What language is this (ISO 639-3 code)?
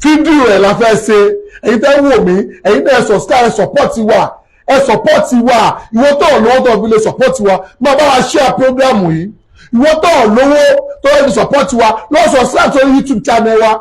yor